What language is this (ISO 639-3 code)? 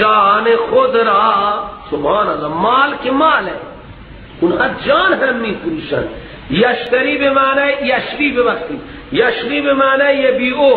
fas